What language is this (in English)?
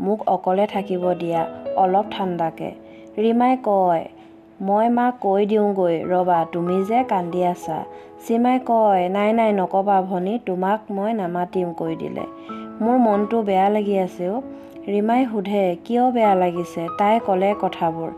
Assamese